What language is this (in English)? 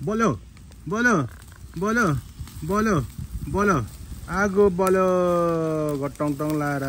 Nepali